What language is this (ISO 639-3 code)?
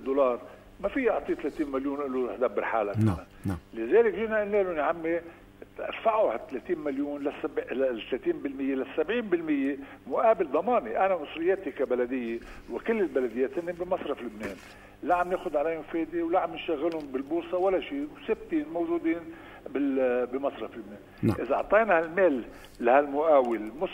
apc